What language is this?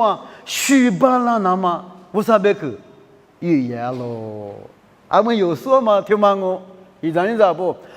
Lisu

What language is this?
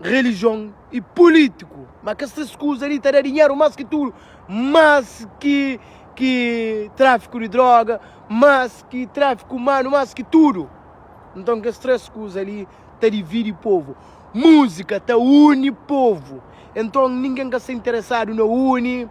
Kabuverdianu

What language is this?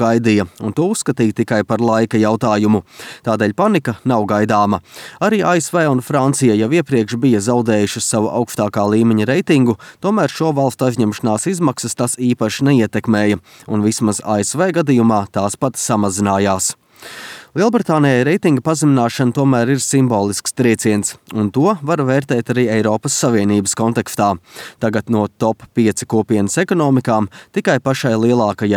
Latvian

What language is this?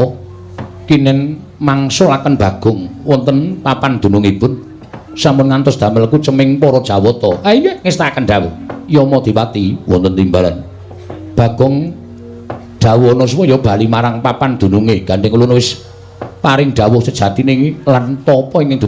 Javanese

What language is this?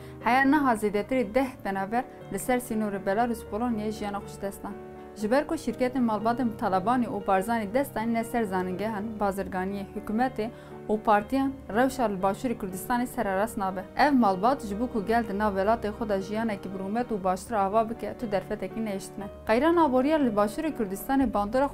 Kurdish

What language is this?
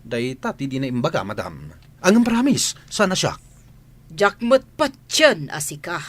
Iloko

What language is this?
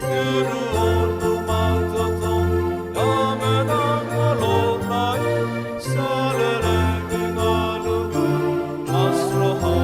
Batak Toba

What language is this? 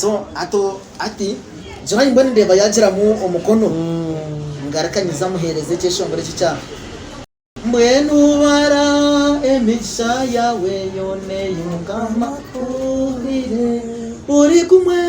Nyankole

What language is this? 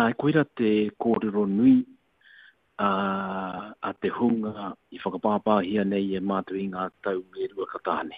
Māori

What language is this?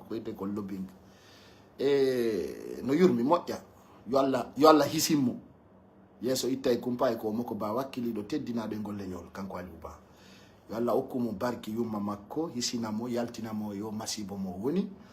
Pular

